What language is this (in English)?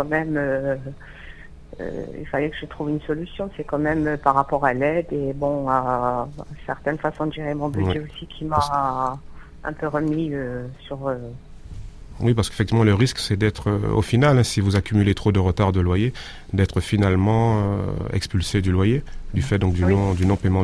French